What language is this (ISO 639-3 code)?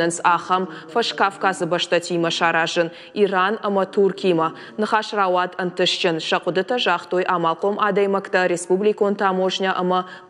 oss